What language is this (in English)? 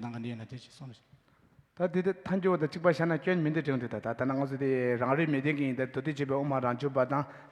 Tibetan